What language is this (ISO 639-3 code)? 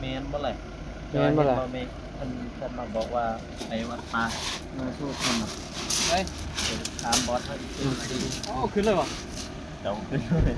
tts